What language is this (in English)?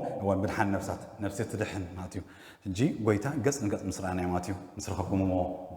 Tigrinya